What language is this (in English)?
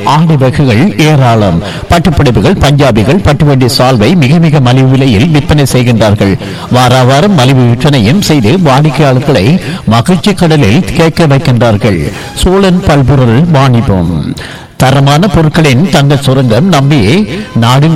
Tamil